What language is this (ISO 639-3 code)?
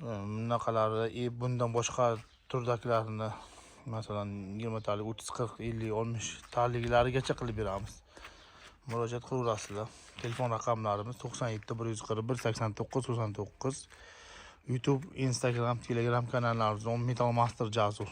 uzb